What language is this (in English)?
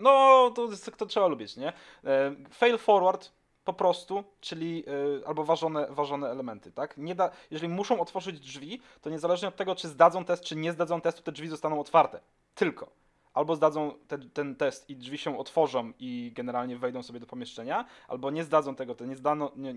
Polish